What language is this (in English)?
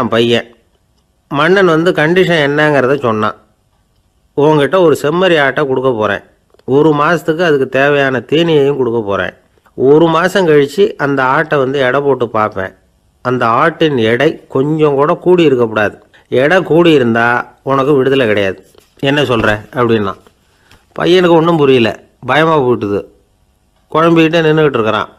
Tamil